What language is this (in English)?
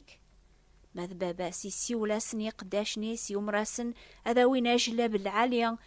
Kabyle